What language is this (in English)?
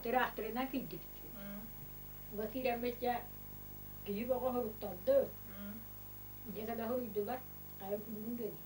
Yakut